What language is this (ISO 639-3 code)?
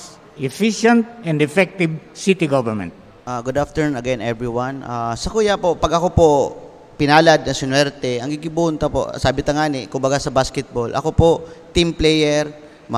bik